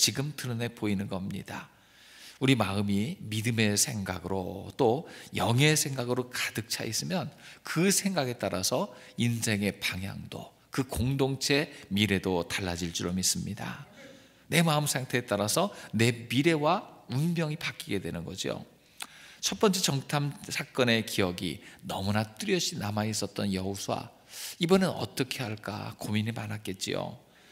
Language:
Korean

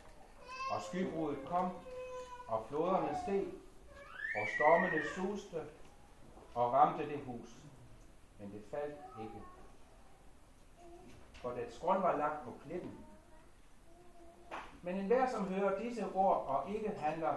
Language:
Danish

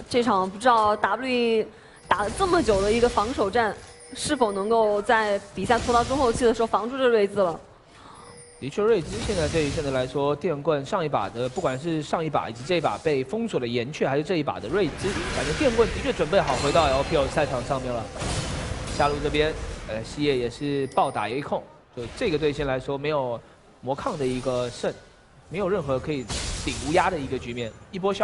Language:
Chinese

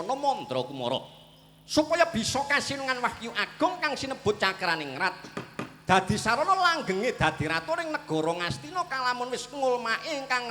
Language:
Javanese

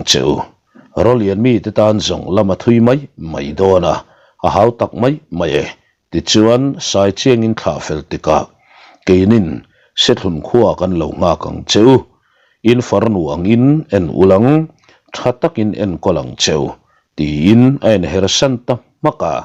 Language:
Mizo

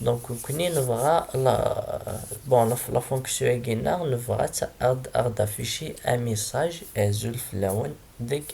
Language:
Kabyle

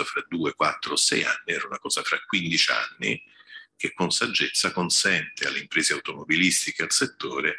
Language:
Italian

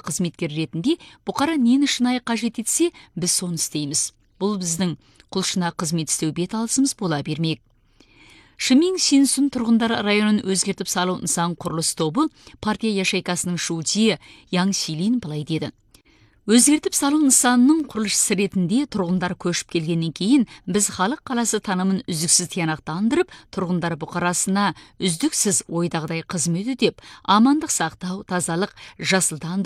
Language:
Kazakh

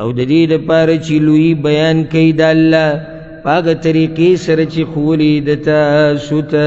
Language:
Pashto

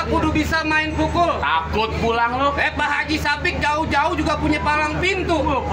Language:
Betawi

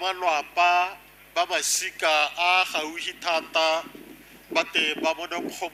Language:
Tswana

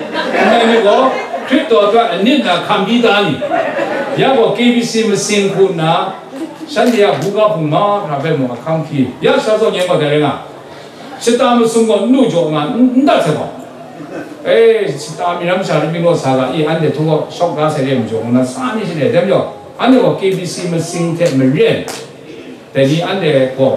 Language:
Kachin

